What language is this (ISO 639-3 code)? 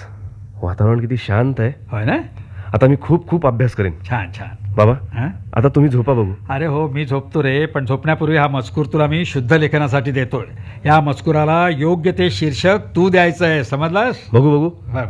mar